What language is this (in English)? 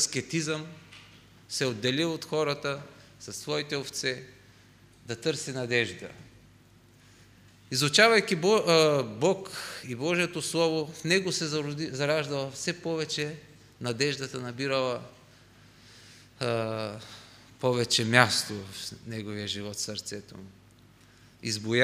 Bulgarian